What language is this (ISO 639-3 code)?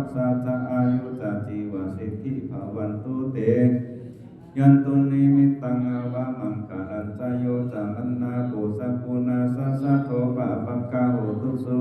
pli